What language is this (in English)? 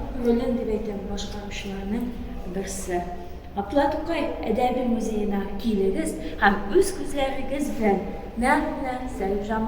Tatar